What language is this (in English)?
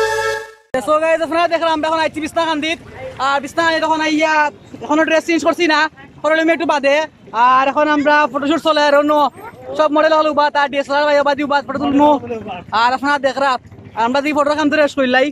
Sylheti